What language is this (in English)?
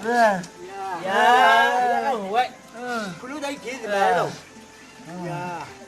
Chang Naga